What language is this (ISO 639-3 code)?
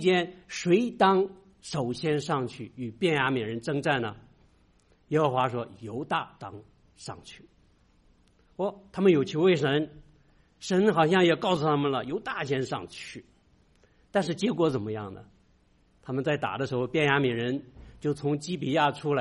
zho